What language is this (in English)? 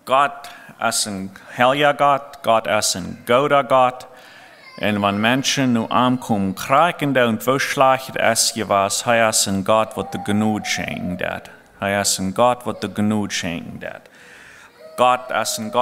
Plautdietsch